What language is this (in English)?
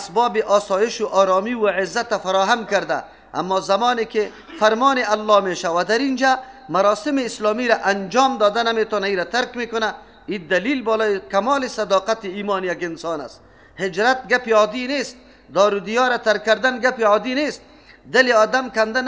Persian